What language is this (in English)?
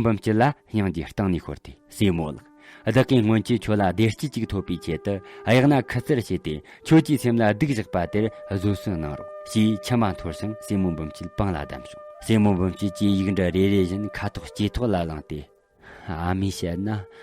Tibetan